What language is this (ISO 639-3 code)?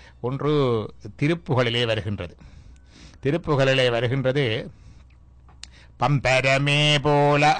tam